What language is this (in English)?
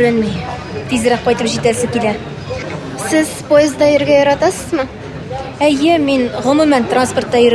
Tatar